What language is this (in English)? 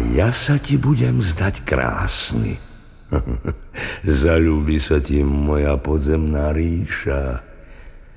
Slovak